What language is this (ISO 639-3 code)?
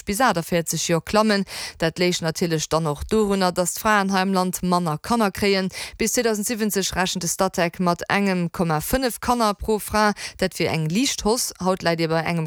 ltz